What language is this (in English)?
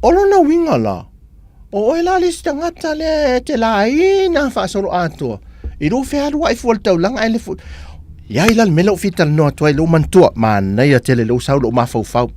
Samoan